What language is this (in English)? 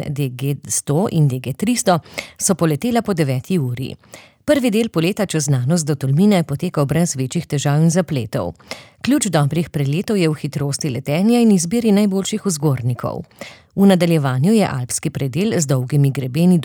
Slovenian